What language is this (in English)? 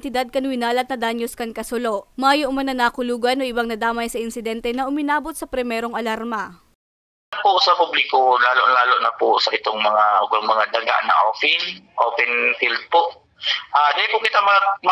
Bikol